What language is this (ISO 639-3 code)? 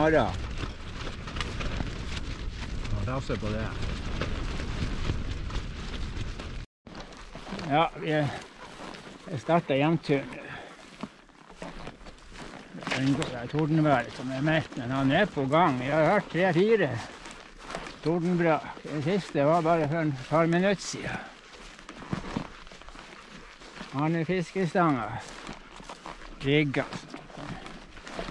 nor